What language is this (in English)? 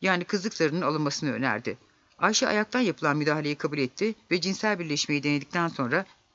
Turkish